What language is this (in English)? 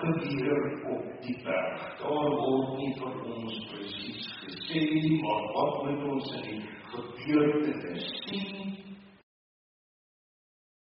Afrikaans